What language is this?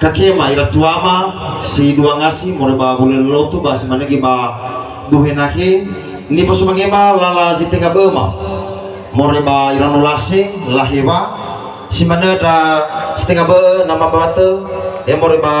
Nias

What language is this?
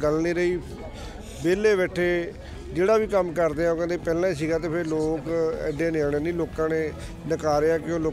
Punjabi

